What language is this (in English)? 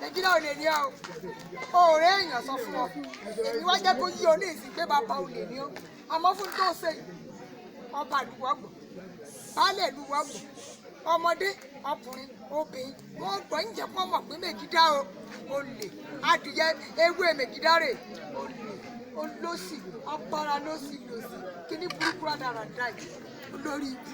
Yoruba